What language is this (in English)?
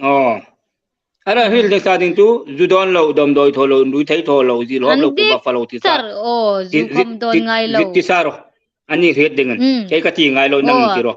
Hmar